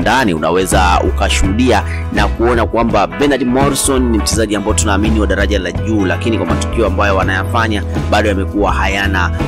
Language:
Swahili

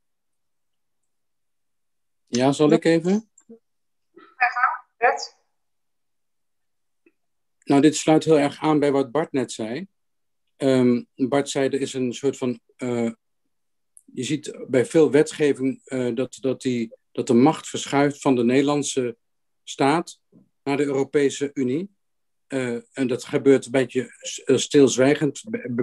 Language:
Dutch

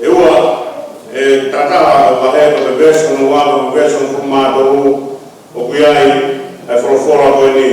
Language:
Tongan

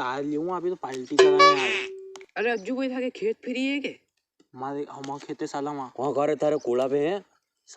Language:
Rajasthani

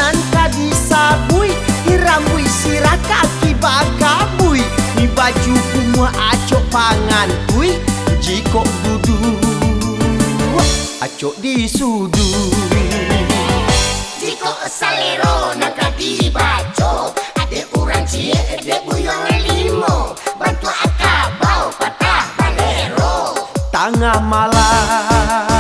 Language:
Minangkabau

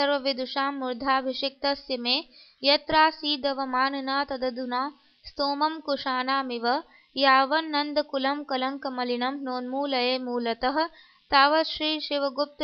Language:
Sanskrit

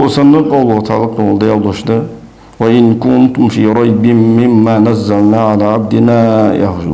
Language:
Ingush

